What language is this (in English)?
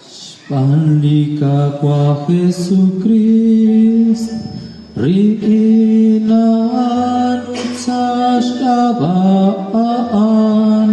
Kekchí